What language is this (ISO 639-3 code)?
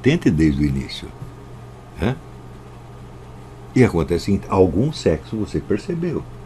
por